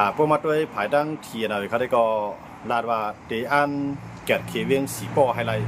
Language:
Shan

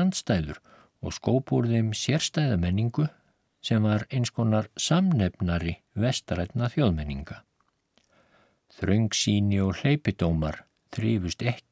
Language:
Icelandic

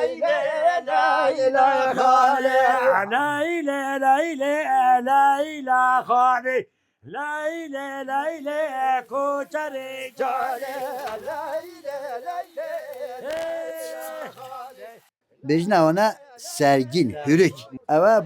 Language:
Kurdish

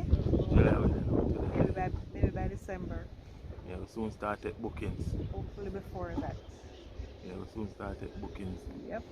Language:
Jamaican Creole English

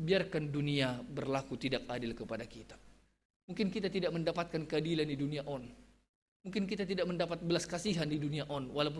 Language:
Batak Simalungun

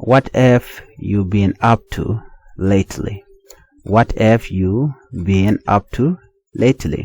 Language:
Nuer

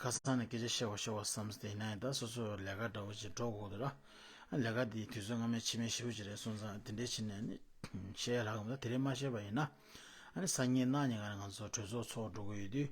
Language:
Tibetan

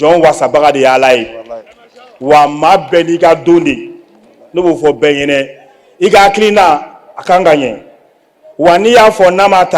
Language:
Bambara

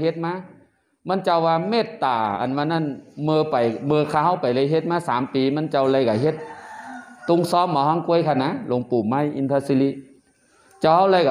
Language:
Shan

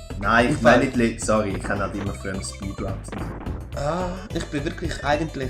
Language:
Swiss German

